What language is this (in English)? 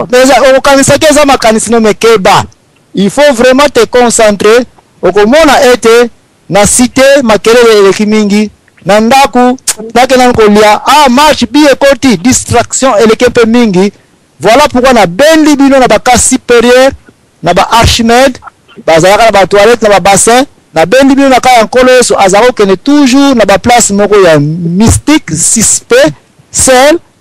Lingala